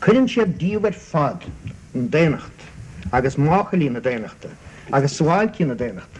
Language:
Irish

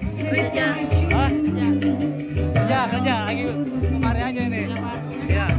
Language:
Betawi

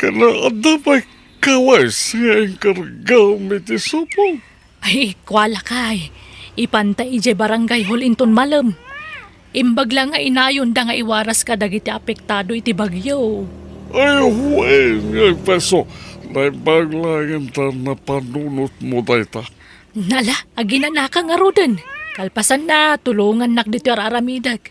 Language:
Iloko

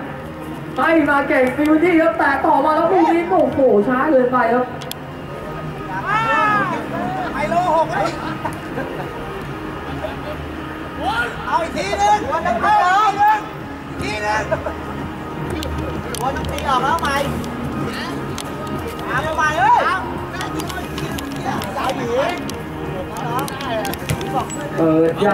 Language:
Thai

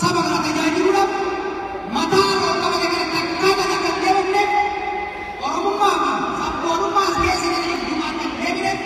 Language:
Oromo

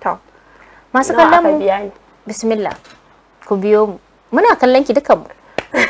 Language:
Hausa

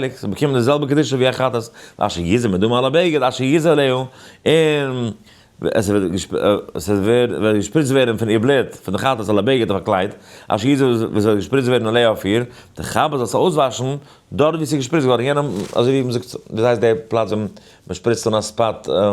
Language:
Yiddish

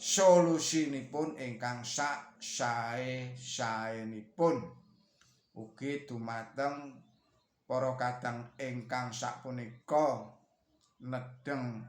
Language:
Javanese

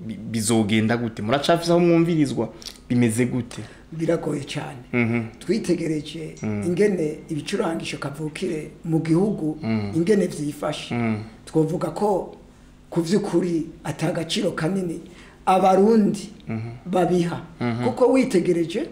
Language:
Rundi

